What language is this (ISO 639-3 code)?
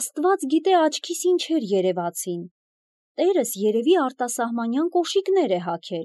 hye